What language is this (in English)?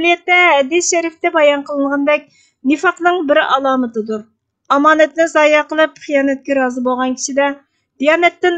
Uyghur